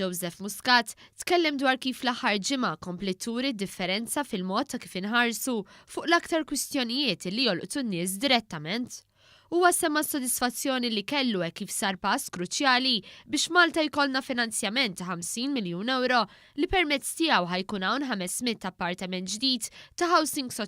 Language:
Maltese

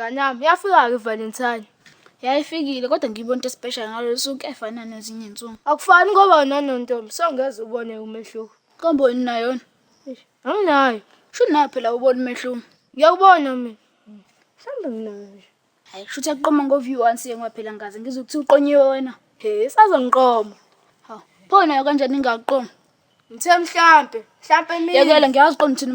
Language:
Zulu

